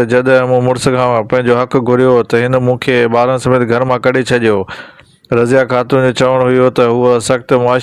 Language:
Sindhi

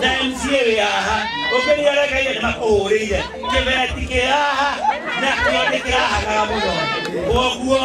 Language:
Kikuyu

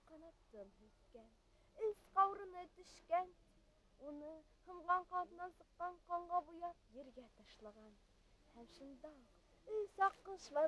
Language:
Bashkir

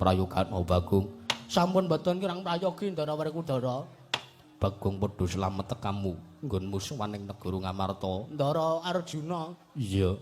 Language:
Javanese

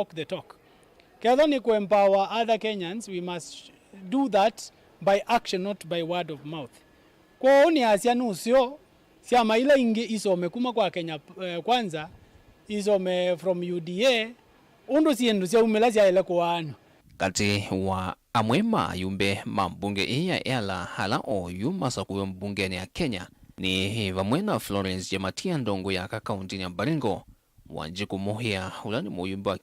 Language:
Kamba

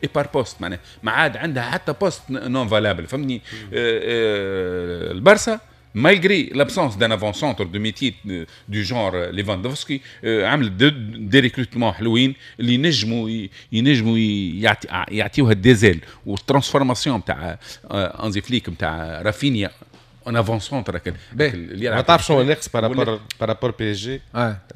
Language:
Tunisian Arabic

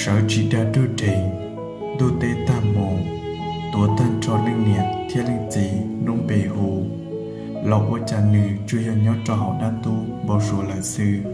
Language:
Hmong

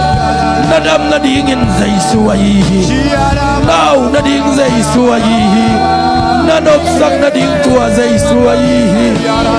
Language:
Tedim Chin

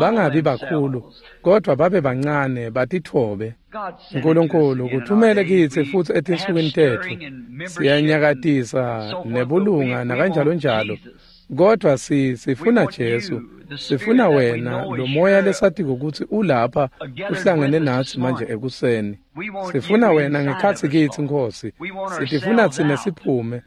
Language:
Swati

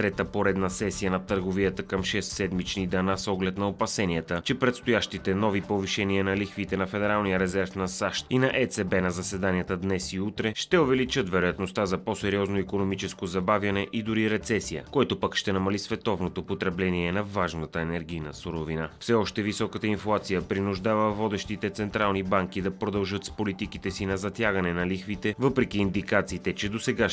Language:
Bulgarian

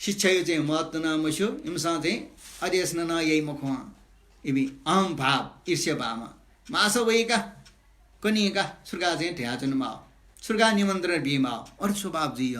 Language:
Newari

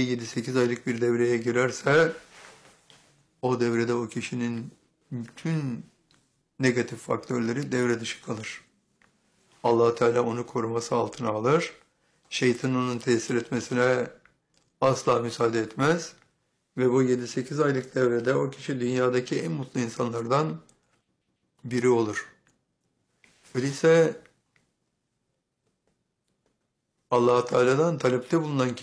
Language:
Turkish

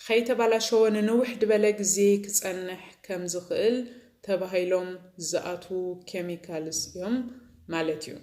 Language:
Tigrinya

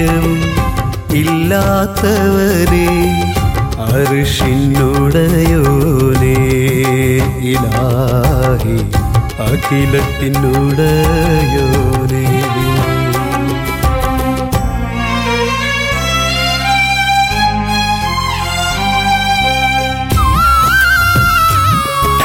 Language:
Malayalam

